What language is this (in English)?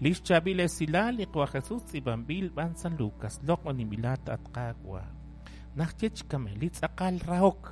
Kekchí